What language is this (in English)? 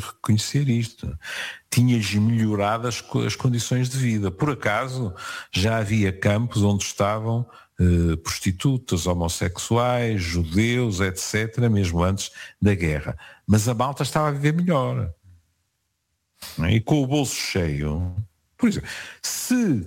Portuguese